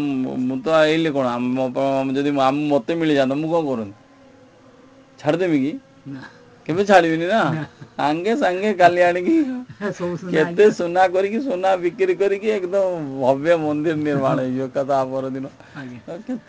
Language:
Odia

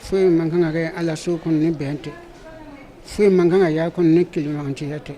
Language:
Bambara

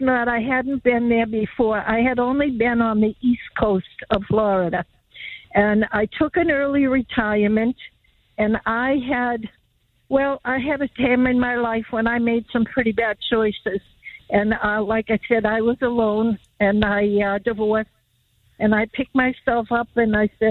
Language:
English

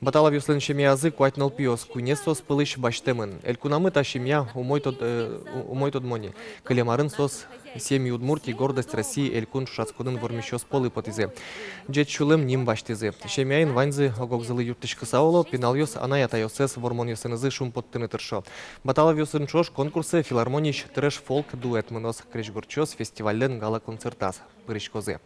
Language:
Udmurt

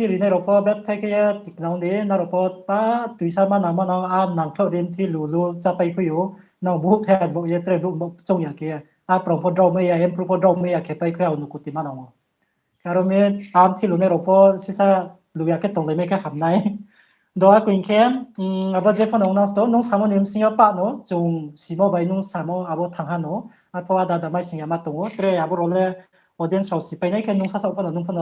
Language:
Riang (India)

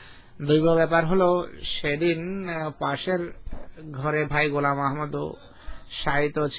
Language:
Bangla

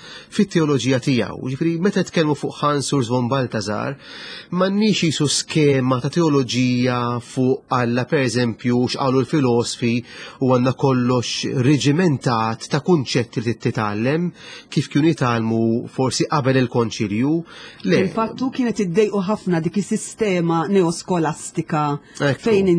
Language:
Maltese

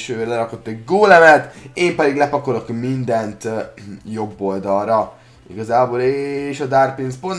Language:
Hungarian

